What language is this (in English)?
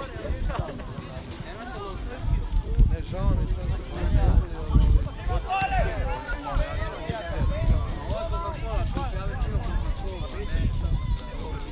Croatian